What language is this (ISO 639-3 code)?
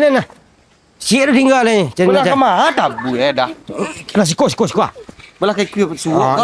min